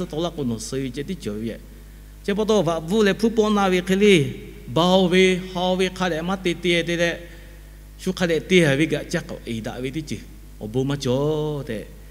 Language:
Lahu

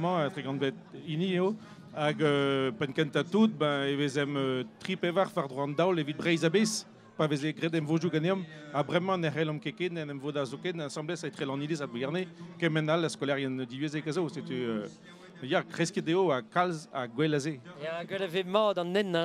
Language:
Breton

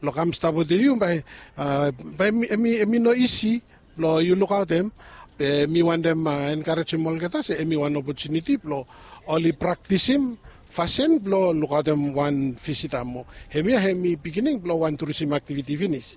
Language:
Bislama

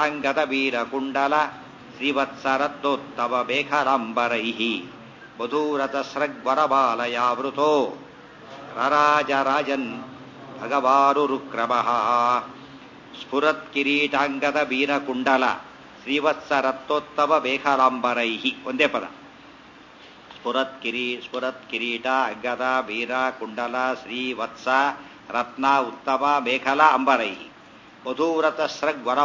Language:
Kannada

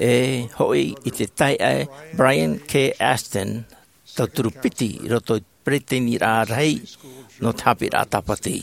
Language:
Tahitian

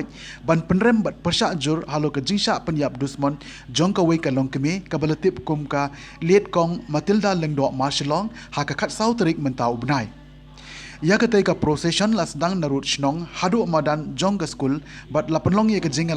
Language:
Khasi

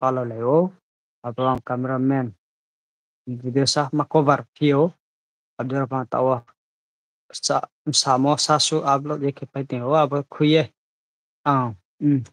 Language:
Riang (India)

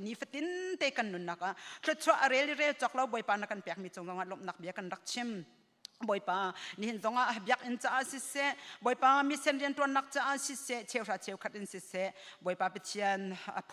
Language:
Hakha Chin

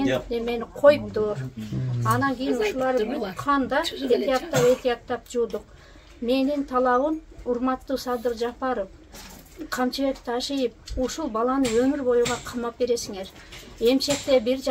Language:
Kyrgyz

